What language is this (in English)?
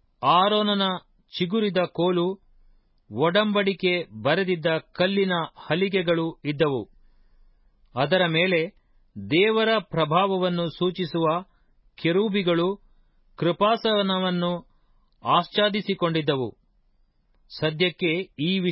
Kannada